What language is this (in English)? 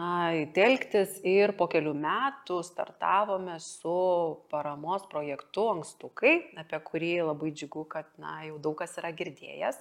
Lithuanian